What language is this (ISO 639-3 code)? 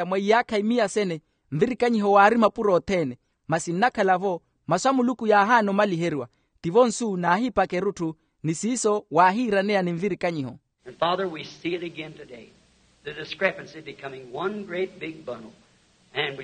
vmw